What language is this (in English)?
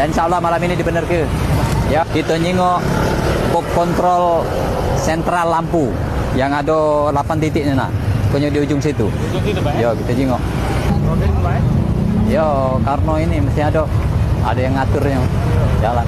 Musi